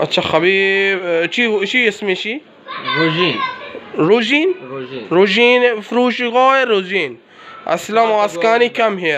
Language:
Baluchi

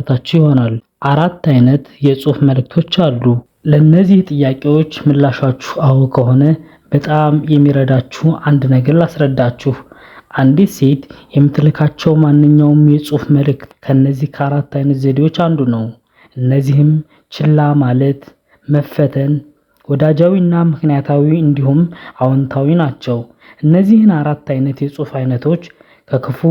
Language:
Amharic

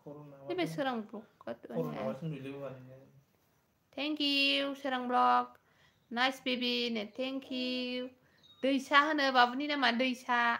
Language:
Bodo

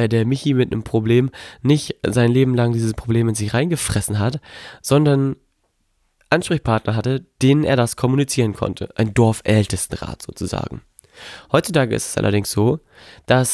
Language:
German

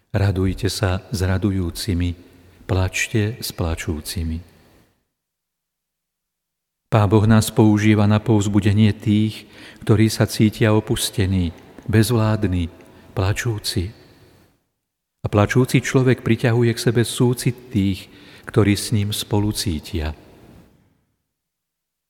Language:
Slovak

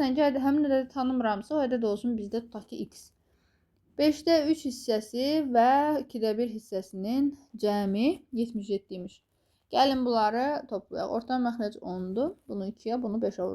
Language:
Azerbaijani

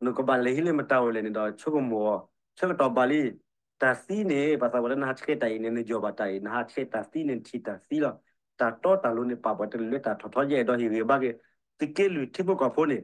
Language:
S'gaw Karen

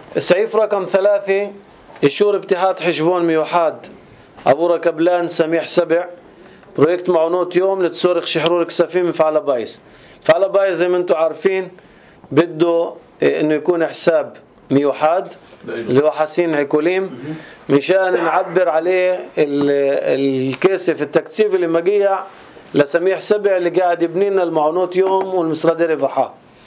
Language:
North Levantine Arabic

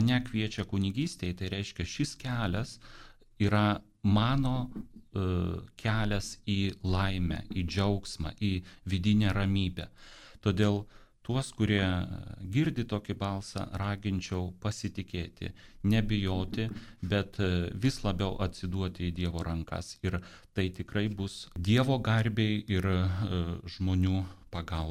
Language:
Lithuanian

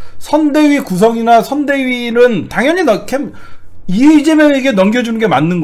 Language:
Korean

